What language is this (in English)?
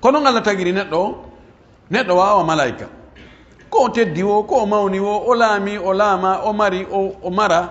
Pular